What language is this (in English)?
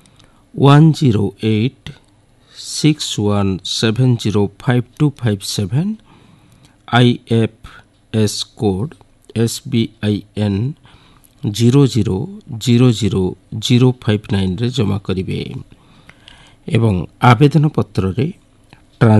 Odia